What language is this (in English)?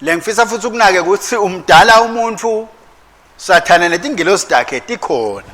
Swati